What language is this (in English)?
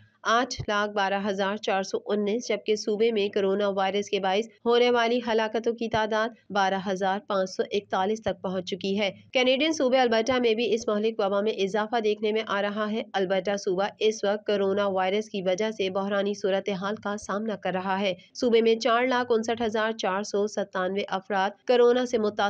Urdu